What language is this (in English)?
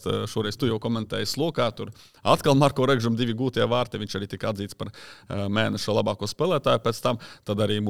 Latvian